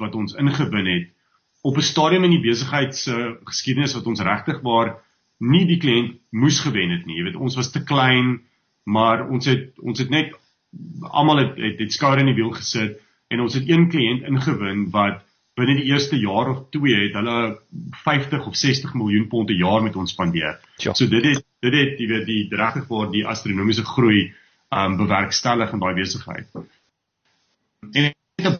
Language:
Afrikaans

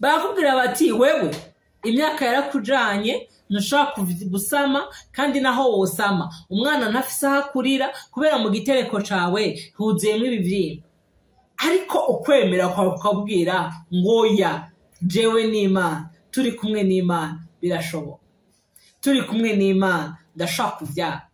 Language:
Rundi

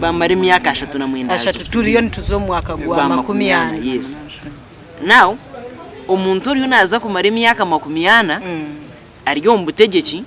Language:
Nyankole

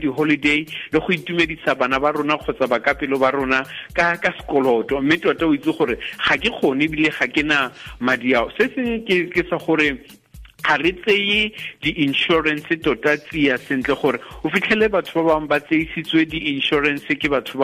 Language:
Tswana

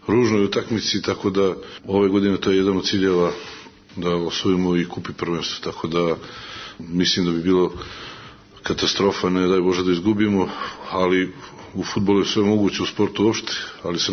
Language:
Serbian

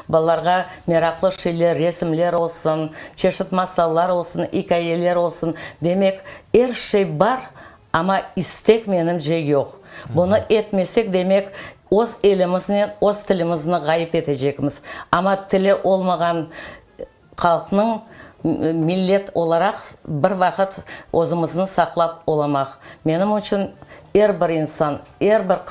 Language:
Crimean Tatar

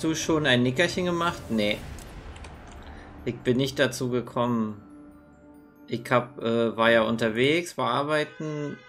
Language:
German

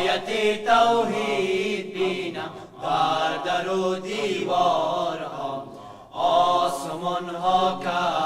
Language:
Persian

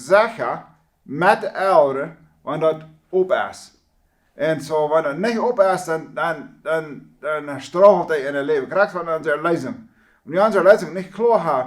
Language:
Plautdietsch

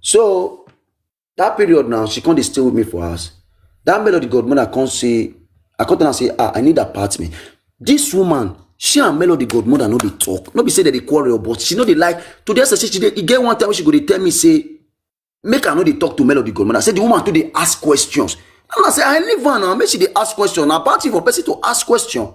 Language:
Nigerian Pidgin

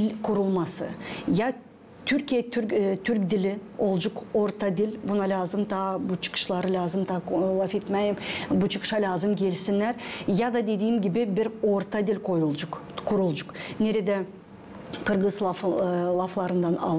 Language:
Gagauz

